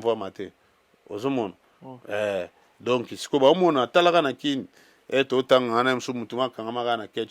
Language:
Lingala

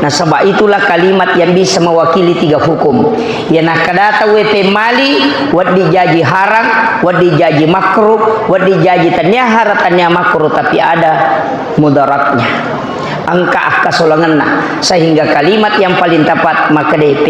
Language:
Buginese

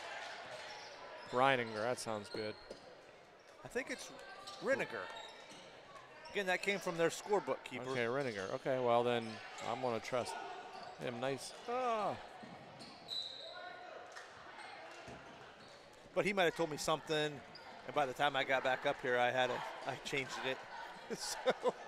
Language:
English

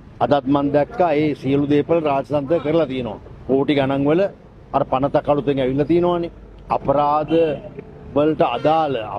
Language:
Sinhala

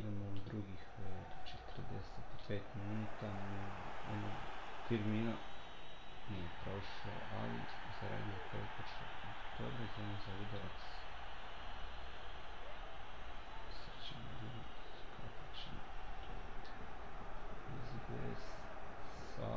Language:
Croatian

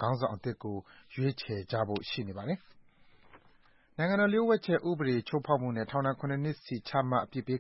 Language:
Burmese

